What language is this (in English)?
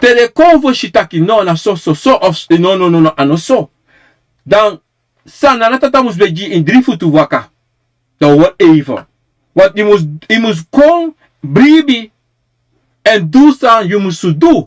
Sranan Tongo